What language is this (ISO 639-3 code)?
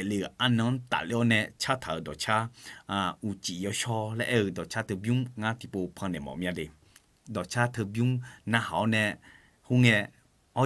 ahk